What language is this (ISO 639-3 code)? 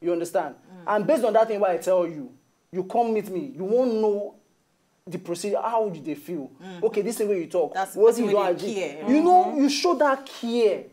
pcm